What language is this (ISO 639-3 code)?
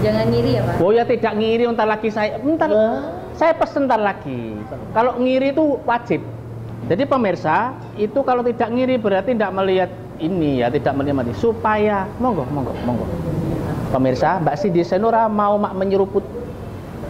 ind